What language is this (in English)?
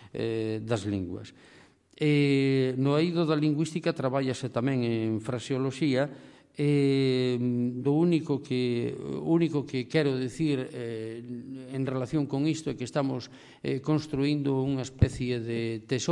Galician